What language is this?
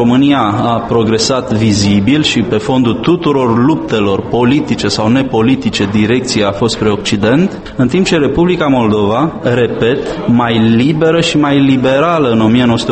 Romanian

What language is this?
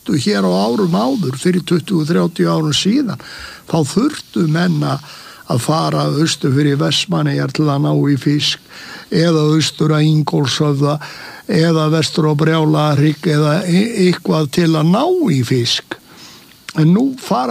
Icelandic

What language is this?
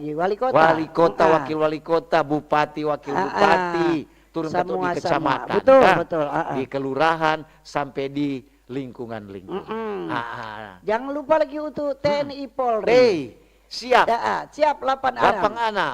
Manado Malay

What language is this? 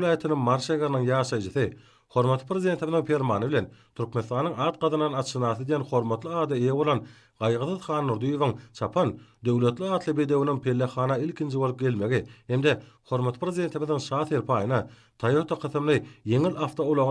Turkmen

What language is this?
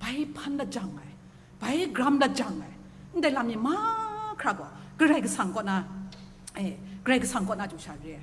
Kachin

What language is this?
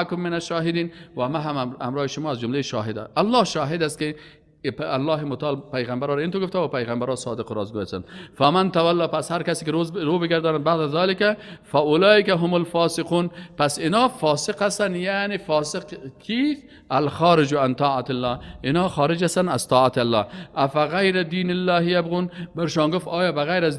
Persian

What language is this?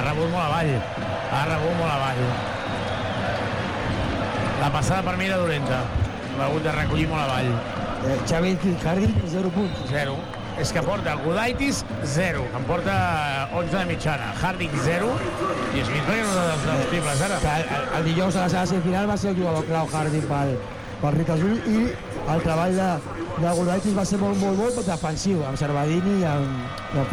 Catalan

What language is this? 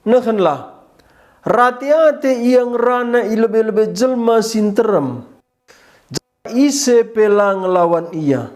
Batak Karo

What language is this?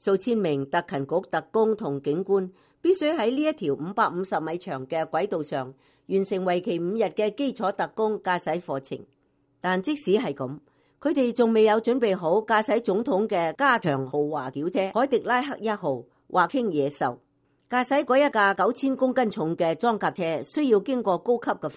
Cantonese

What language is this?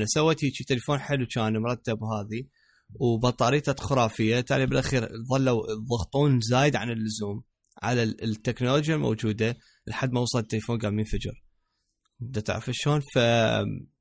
Mesopotamian Arabic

